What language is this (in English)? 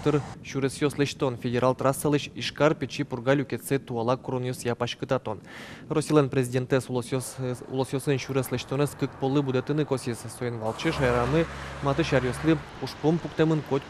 Udmurt